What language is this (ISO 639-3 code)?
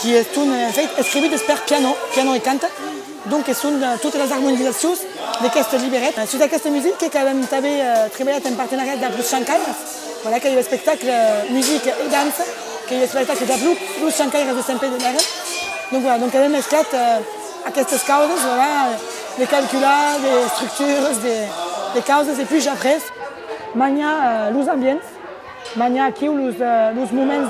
oci